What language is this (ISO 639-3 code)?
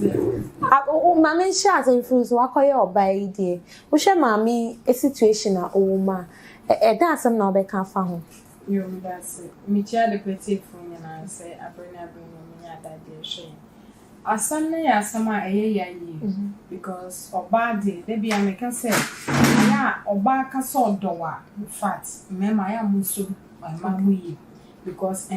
aka